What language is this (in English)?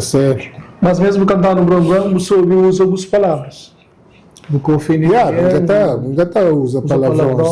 Kabuverdianu